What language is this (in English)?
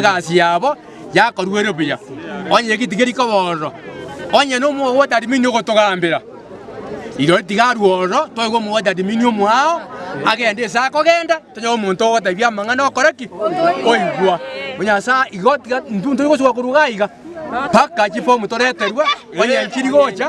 Gusii